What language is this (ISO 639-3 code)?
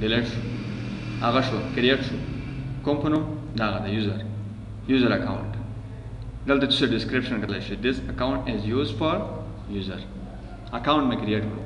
pus